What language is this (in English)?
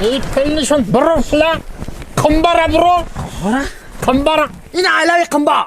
Tajik